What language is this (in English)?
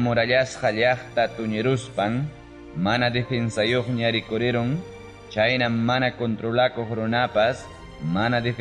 Ayacucho Quechua